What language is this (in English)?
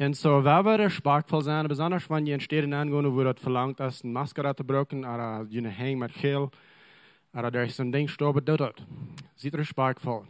Plautdietsch